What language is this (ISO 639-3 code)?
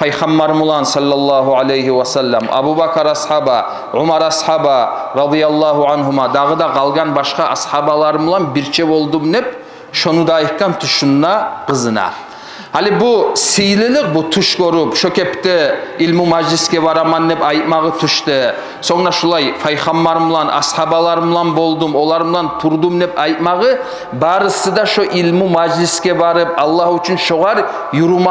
kum